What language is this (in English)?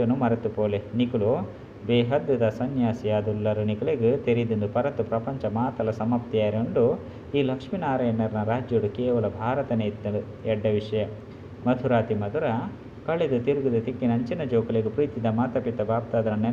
Tulu